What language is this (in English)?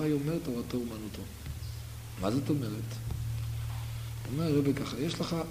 Hebrew